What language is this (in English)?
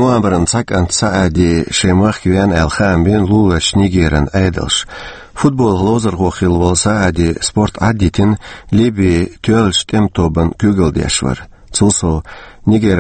Chechen